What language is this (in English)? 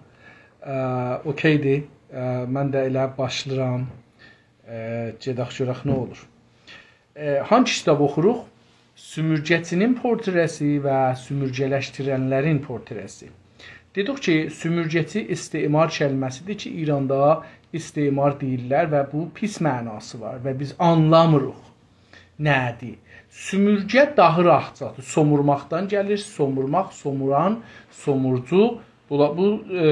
South Azerbaijani